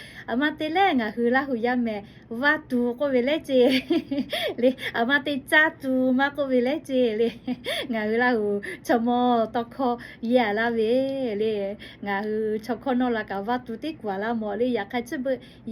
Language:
Lahu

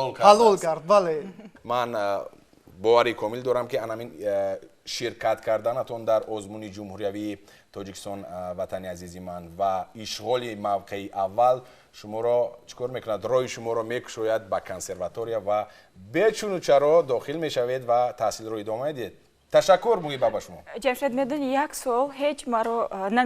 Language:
Tajik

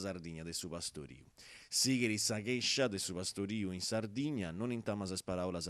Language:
Sardinian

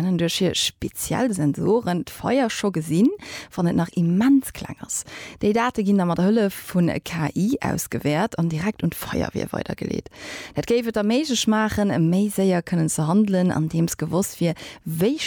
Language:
Luxembourgish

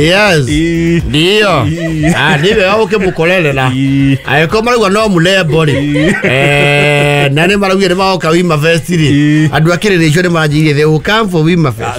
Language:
Kikuyu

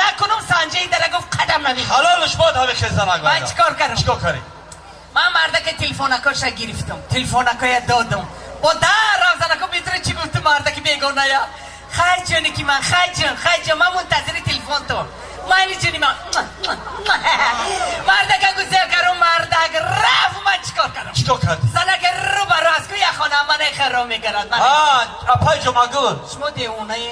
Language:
Tajik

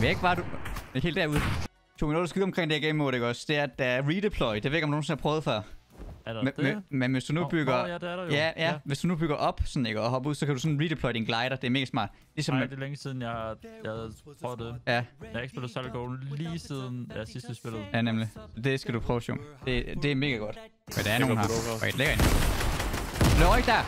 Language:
Danish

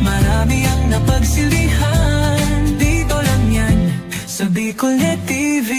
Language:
Bikol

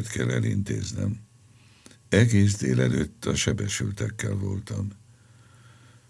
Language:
Hungarian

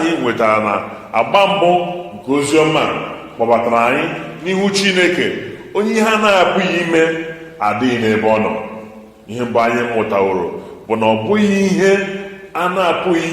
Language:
Igbo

